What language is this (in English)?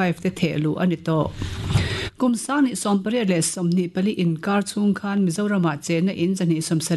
Mizo